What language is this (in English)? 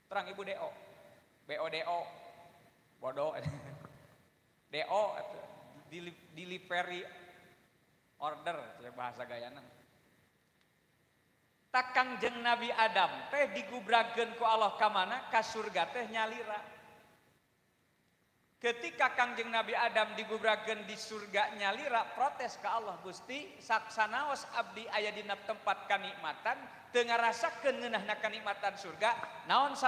Sundanese